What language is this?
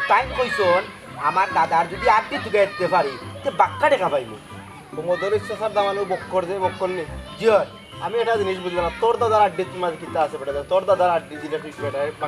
Sylheti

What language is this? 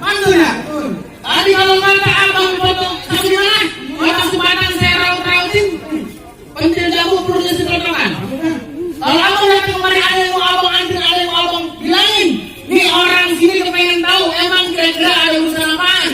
Betawi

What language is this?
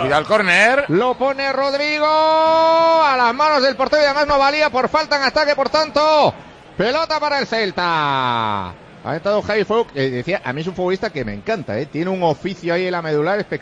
Spanish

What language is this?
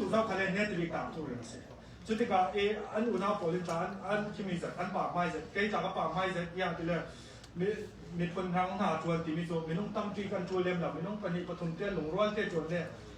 Hakha Chin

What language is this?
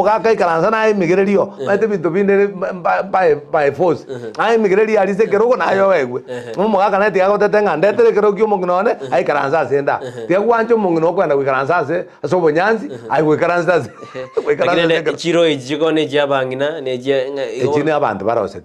Gusii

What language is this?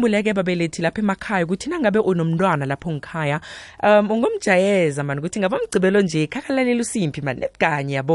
South Ndebele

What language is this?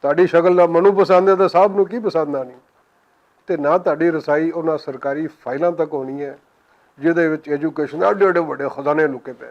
Western Panjabi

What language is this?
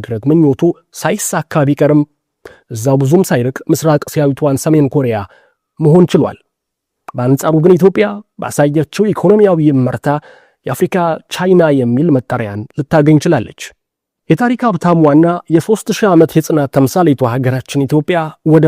Amharic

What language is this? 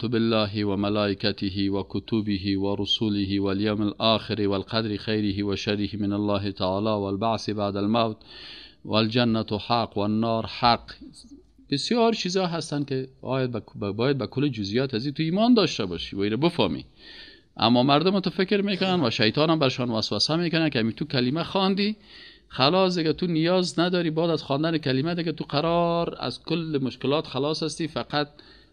Persian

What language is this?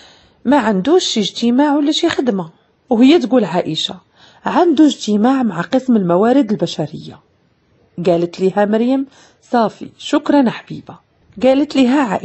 Moroccan Arabic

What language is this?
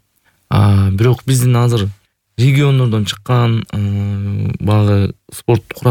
Kyrgyz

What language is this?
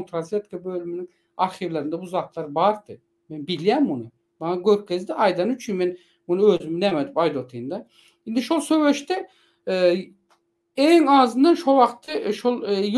Turkmen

